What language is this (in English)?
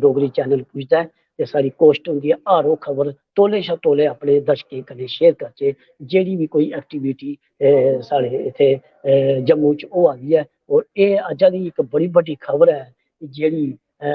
Dogri